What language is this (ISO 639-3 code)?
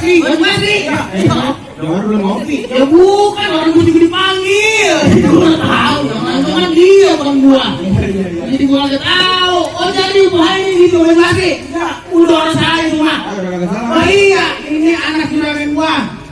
bew